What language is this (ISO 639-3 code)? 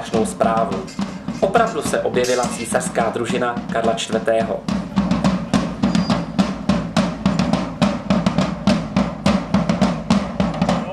ces